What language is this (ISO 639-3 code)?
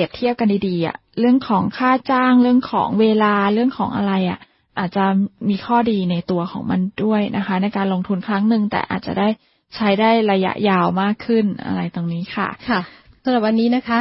tha